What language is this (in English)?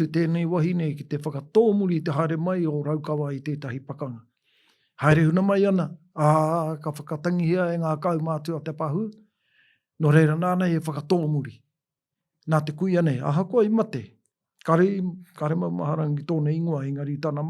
Māori